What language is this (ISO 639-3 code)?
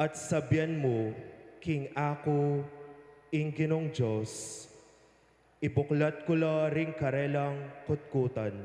pam